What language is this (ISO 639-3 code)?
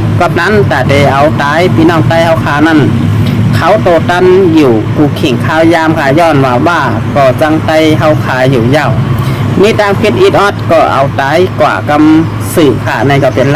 shn